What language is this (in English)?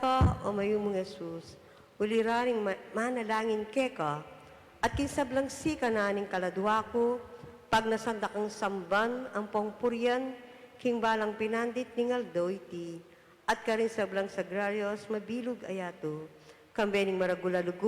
Pampanga